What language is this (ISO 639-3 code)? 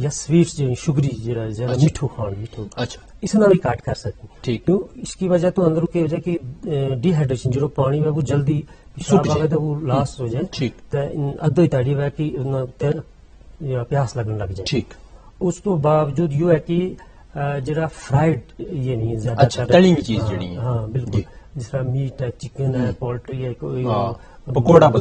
gju